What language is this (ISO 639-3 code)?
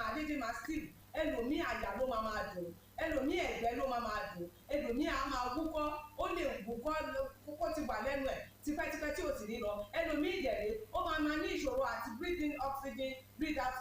yor